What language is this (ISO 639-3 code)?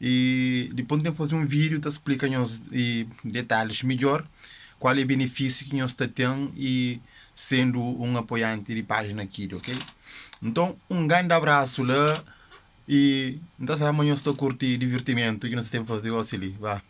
kea